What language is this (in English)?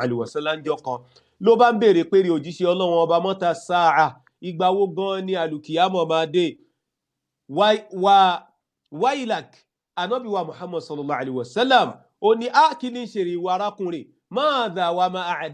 Yoruba